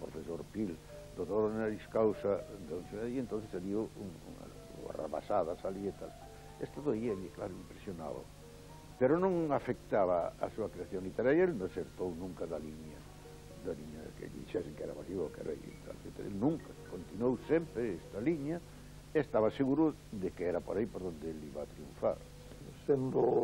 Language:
Galician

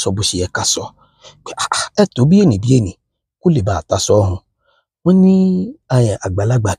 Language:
Yoruba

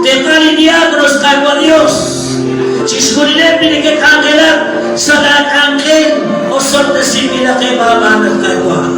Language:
Kekchí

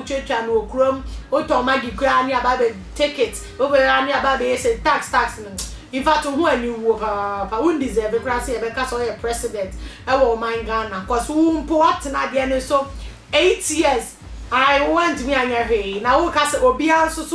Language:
Akan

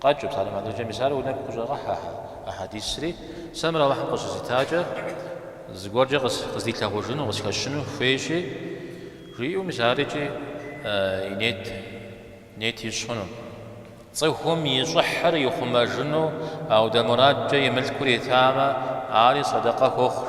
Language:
Kabardian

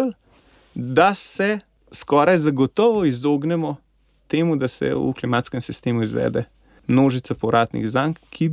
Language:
Slovenian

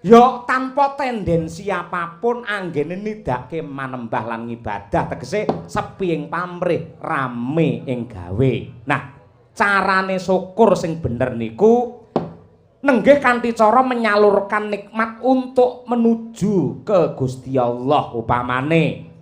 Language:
Javanese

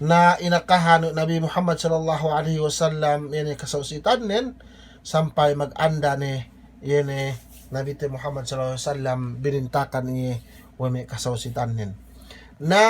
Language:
Yakan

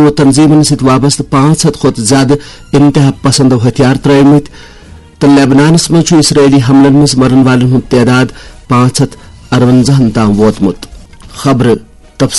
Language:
Kashmiri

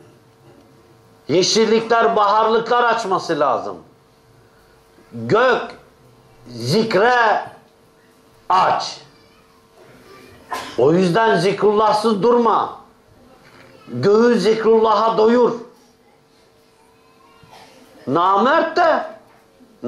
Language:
Turkish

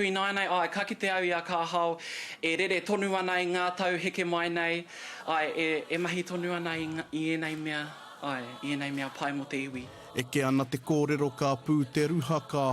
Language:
Māori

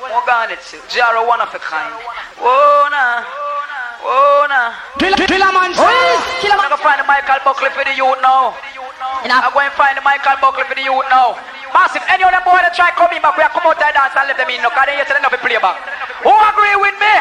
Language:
Jamaican Creole English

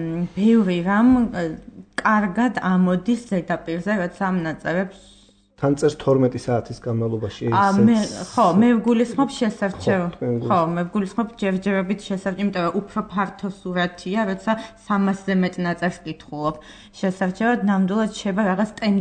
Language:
Georgian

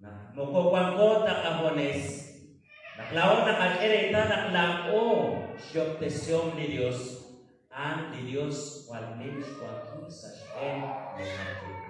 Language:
Kekchí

